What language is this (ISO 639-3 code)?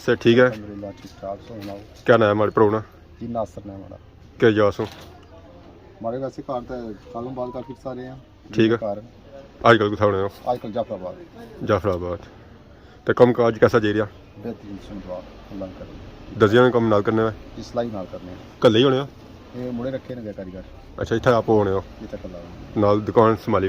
phr